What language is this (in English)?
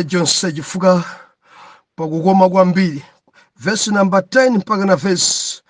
Nyanja